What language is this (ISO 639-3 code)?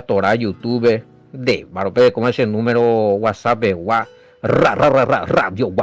grn